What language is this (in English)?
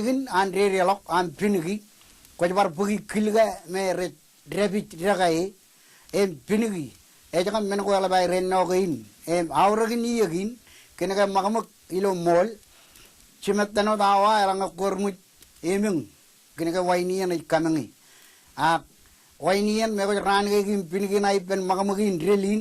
Marshallese